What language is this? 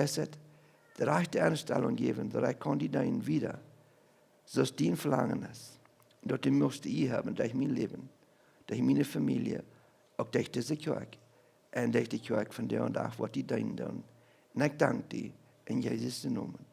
Plautdietsch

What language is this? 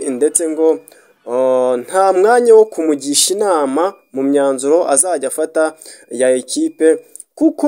Kinyarwanda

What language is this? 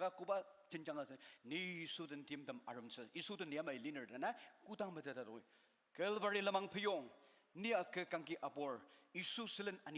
Ao Naga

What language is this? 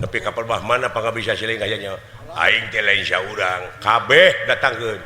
Sundanese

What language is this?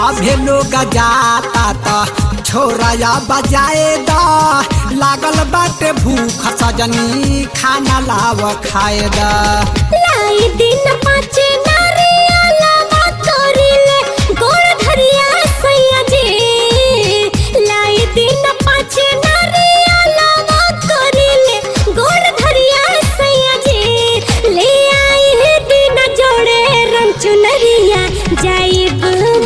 Bhojpuri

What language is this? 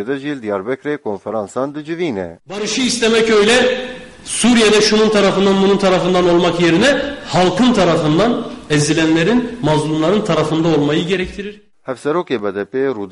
Kurdish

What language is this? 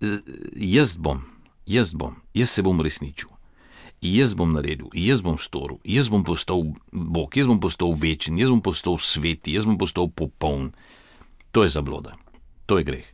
Slovenian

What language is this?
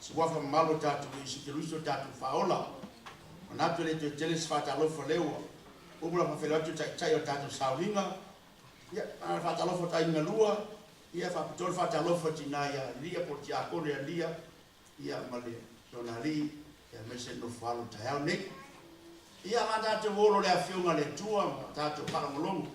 Samoan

